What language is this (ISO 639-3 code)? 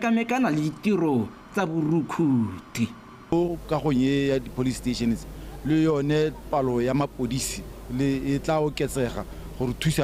tsn